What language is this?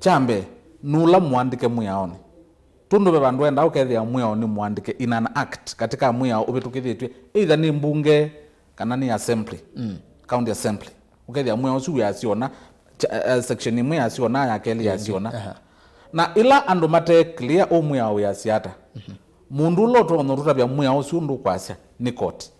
Kamba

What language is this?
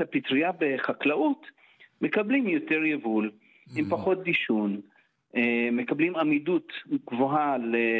Hebrew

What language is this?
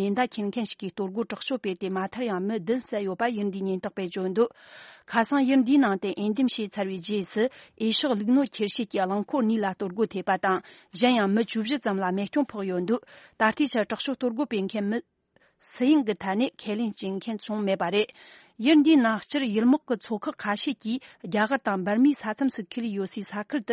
Tibetan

